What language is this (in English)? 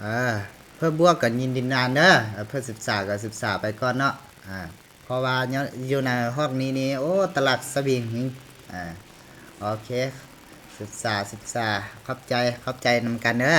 Lao